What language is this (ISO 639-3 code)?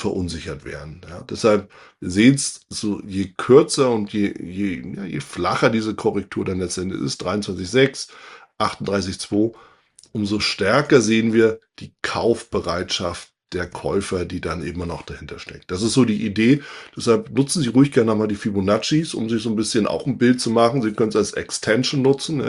deu